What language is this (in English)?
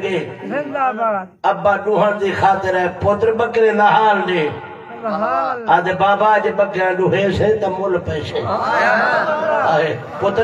Saraiki